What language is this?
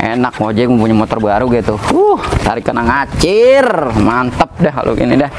Betawi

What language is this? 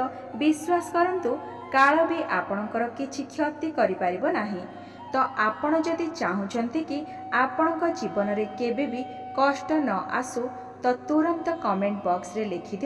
Odia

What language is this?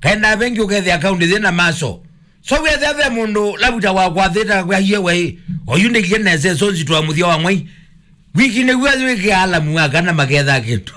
Kamba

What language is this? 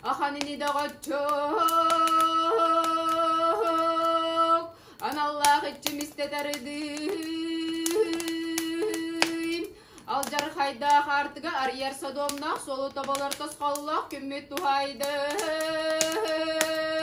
Yakut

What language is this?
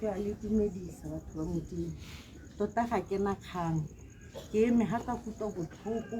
Tswana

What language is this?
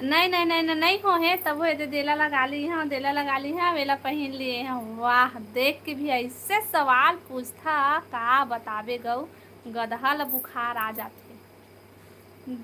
Chhattisgarhi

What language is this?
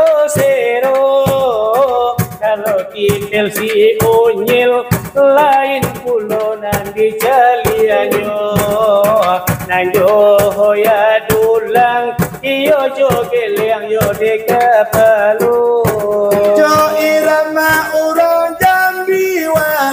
Minangkabau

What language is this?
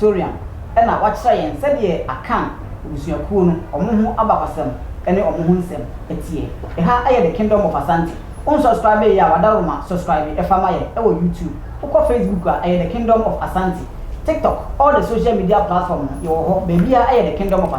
Akan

